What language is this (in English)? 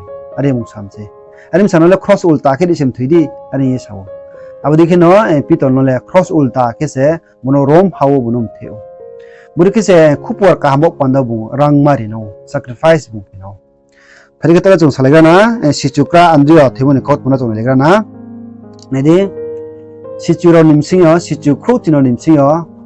Riang (India)